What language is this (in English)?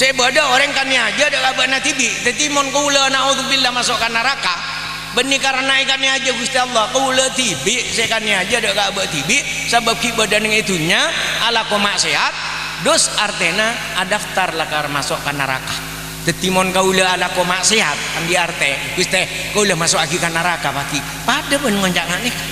Madurese